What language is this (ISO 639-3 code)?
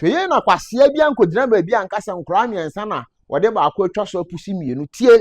aka